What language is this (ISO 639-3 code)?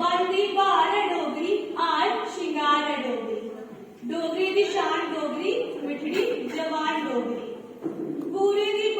doi